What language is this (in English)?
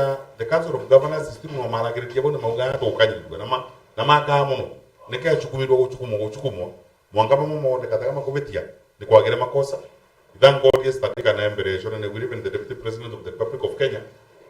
Meru